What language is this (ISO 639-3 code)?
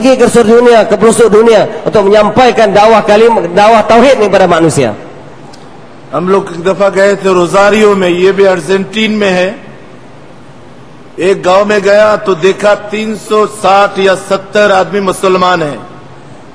msa